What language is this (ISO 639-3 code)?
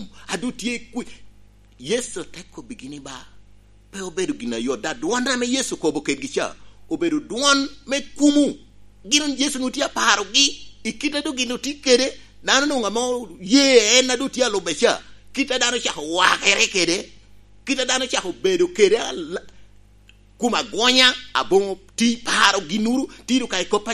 laj